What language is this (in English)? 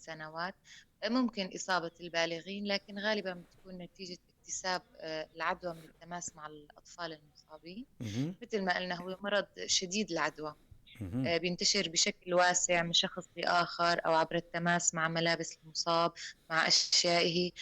North Levantine Arabic